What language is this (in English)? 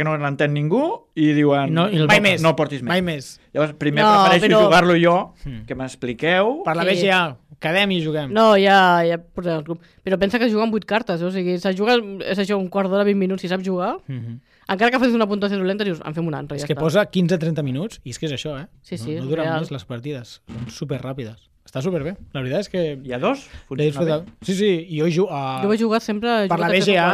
Catalan